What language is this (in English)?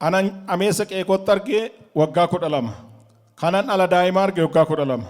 Oromo